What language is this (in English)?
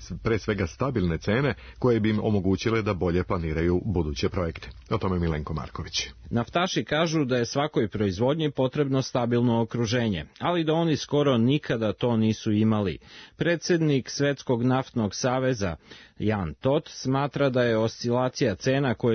Serbian